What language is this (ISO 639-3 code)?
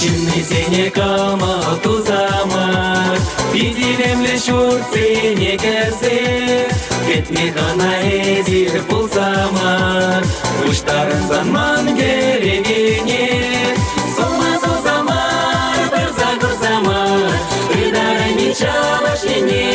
chv